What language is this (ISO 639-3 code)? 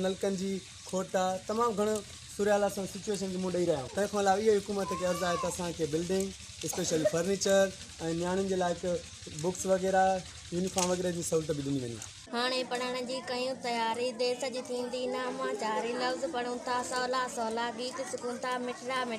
snd